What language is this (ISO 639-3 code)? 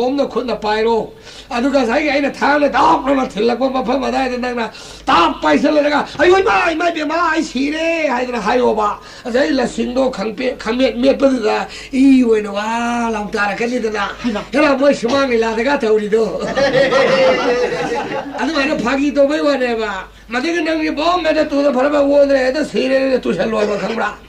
mni